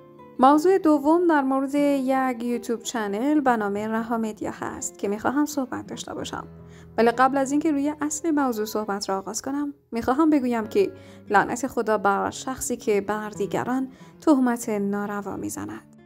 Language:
Persian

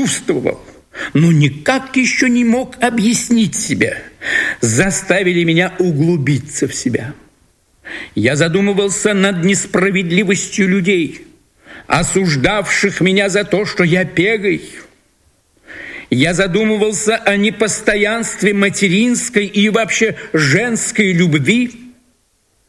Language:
Russian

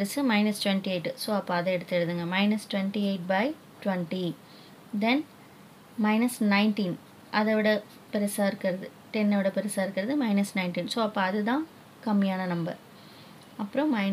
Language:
Tamil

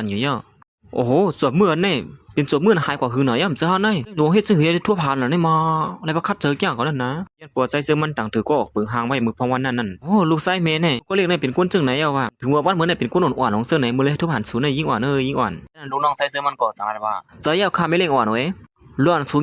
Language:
Shan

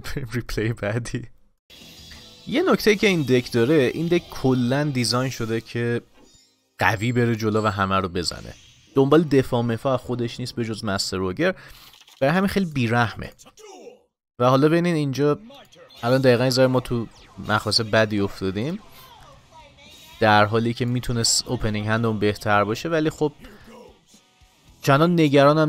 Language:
Persian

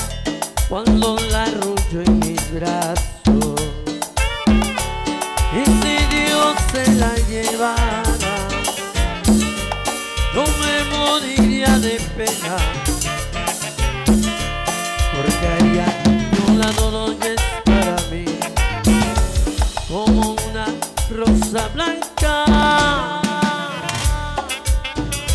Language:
Spanish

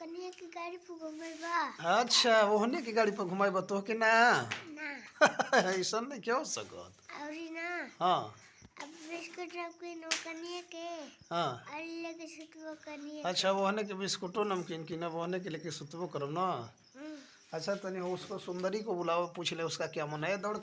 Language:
Bhojpuri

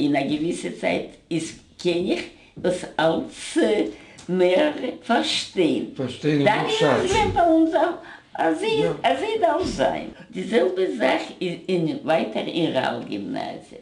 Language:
Yiddish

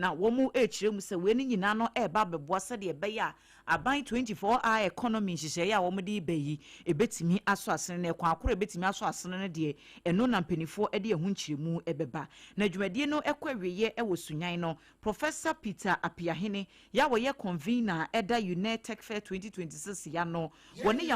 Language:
Akan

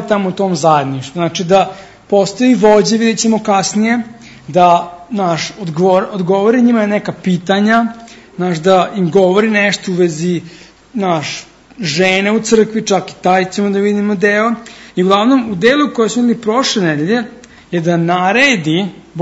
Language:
Serbian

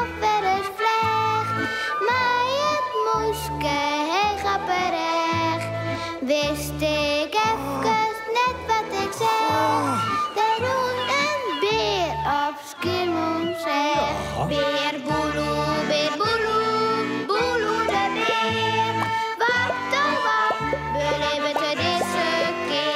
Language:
Western Frisian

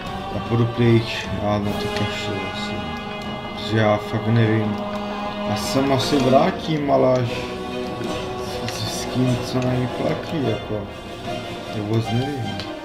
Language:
Czech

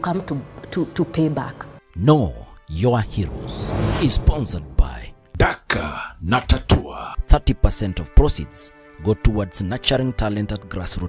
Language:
Meru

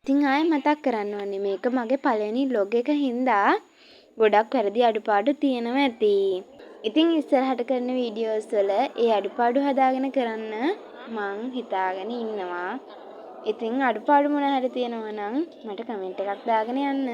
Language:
Sinhala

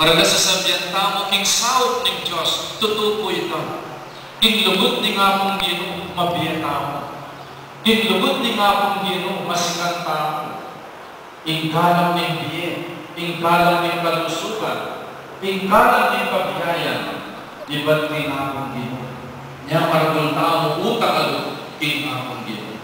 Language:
Pampanga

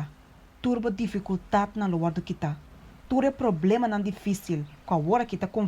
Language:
Papiamento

